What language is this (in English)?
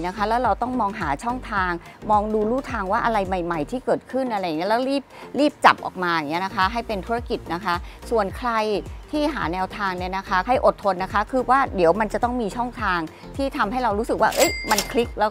Thai